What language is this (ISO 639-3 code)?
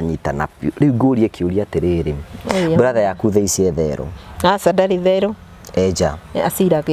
kik